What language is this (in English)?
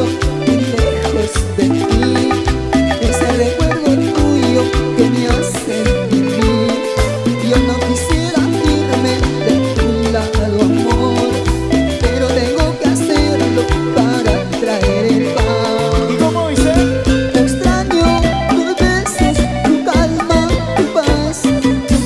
Spanish